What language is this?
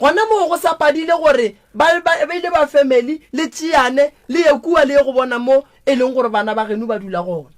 Northern Sotho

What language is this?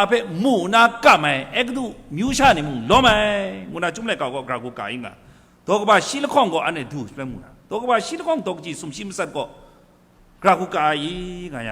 Kachin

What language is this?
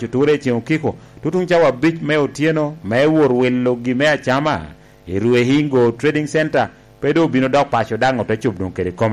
Lango (Uganda)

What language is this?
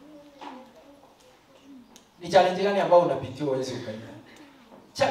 Swahili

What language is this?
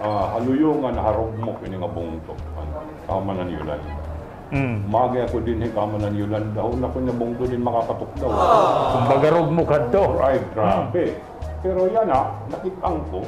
Waray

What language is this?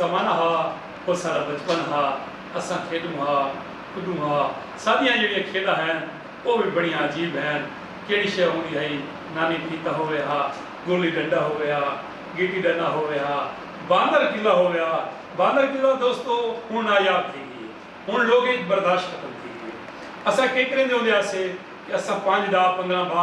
Saraiki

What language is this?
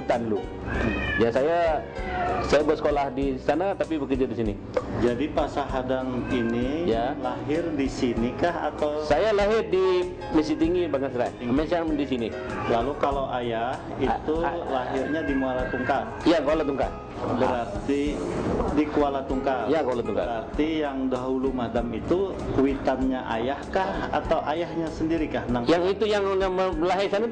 Banjar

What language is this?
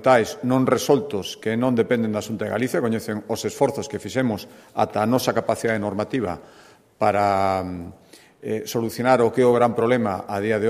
Galician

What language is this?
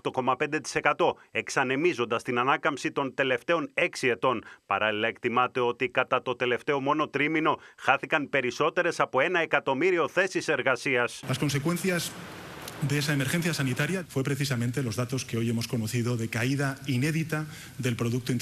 Greek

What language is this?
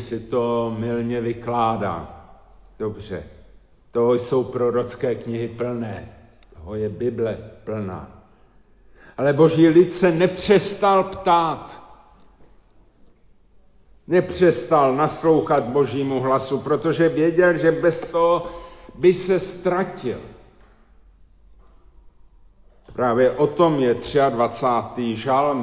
Czech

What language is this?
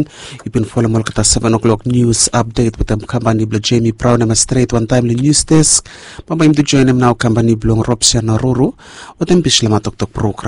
Bislama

